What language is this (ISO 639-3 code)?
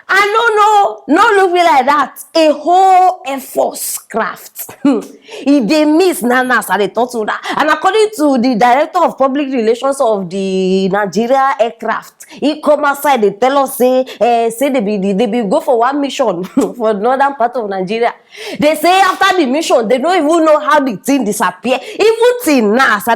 pcm